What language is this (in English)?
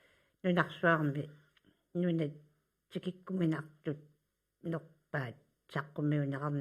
Kalaallisut